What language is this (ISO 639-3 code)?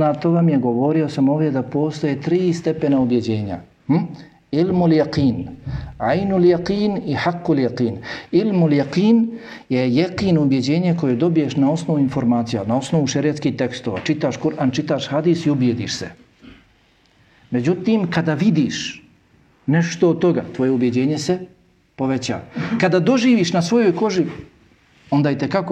bos